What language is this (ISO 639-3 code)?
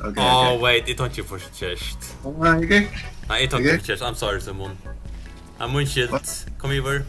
fao